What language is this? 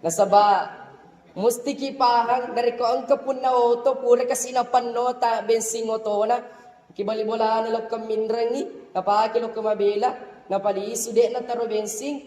Buginese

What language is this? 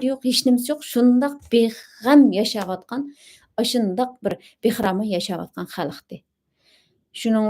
Uyghur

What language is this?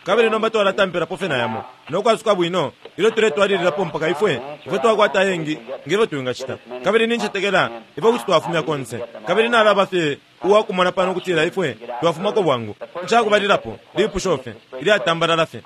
Bemba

